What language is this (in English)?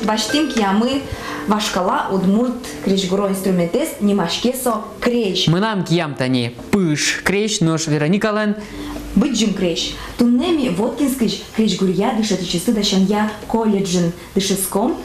Udmurt